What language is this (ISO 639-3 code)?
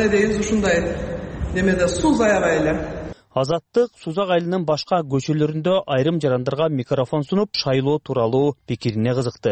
kir